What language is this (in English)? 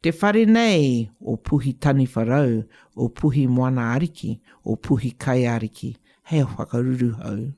Māori